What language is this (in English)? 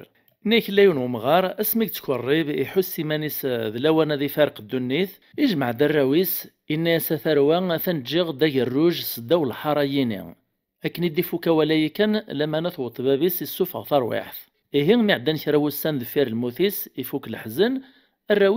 Kabyle